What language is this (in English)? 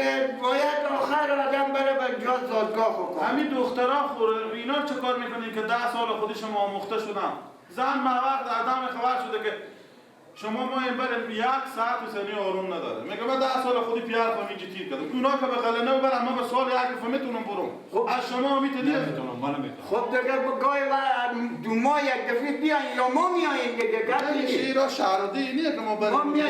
Persian